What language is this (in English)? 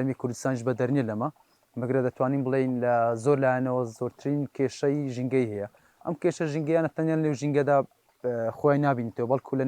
Central Kurdish